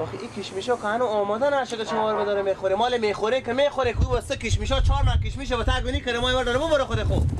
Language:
Persian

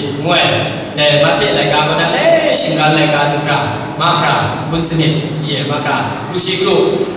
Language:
Kachin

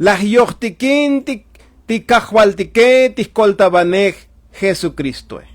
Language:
Tzotzil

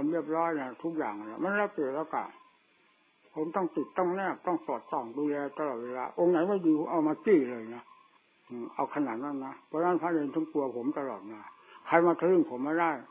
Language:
Thai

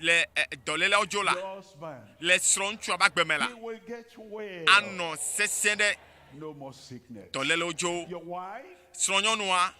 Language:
Ewe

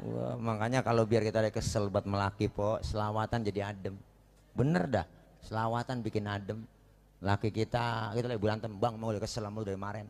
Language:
Betawi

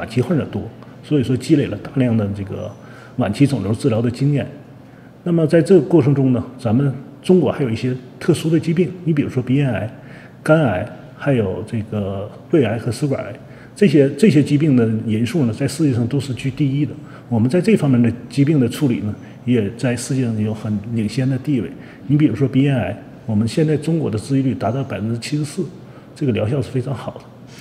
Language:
Chinese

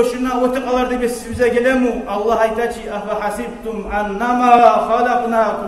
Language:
Kumyk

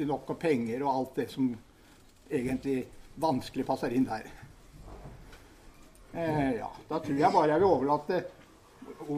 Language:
Norwegian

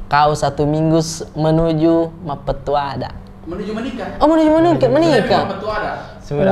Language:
Makassar Malay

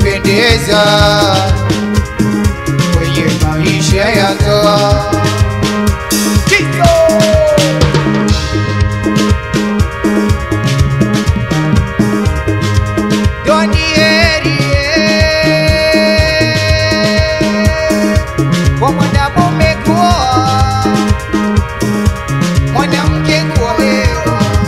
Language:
Swahili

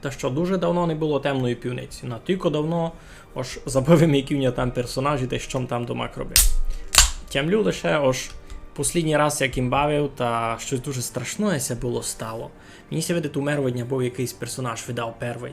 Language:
Rusyn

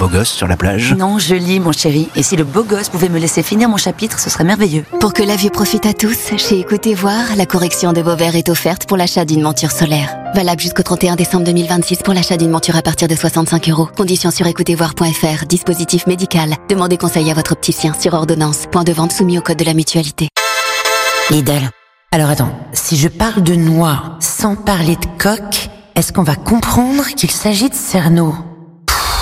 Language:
French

